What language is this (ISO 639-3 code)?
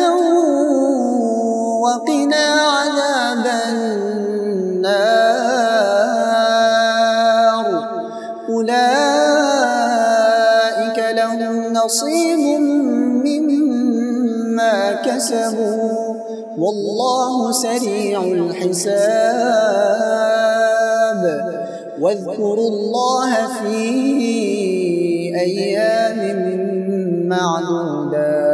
ara